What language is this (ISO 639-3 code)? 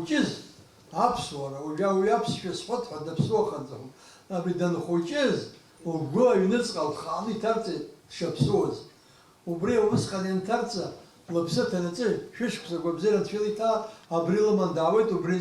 abk